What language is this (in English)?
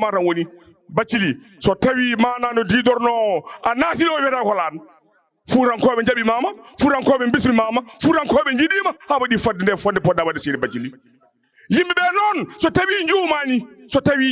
Fula